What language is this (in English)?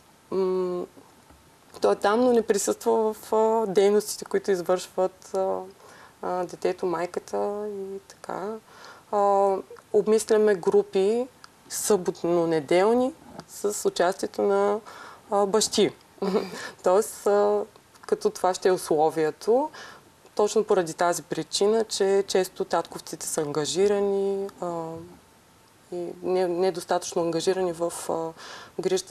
Bulgarian